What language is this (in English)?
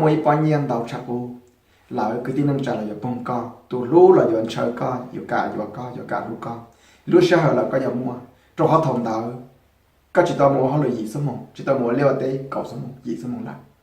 Hmong